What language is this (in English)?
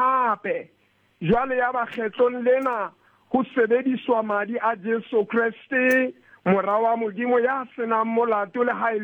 Southern Sotho